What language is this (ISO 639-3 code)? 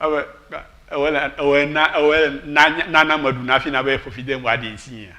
ewe